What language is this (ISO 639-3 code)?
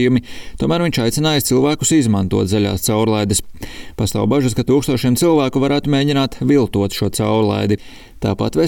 lav